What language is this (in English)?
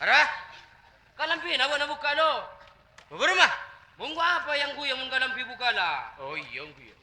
Madurese